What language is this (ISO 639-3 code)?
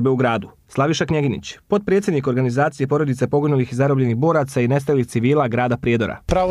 hrv